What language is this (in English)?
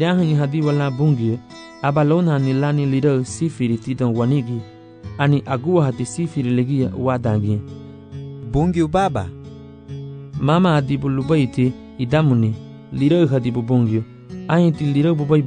Garifuna